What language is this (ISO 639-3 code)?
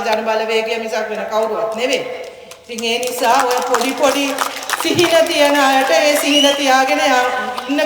sin